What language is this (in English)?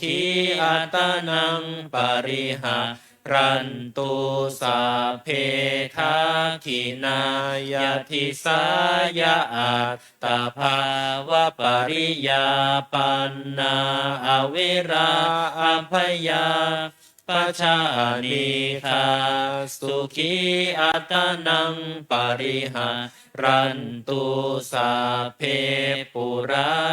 Pali